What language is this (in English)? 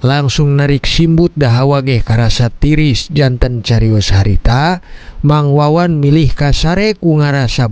Sundanese